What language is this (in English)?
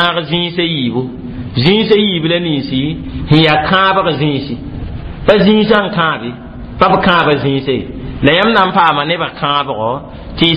Mossi